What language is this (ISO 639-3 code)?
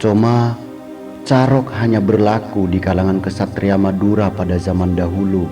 mad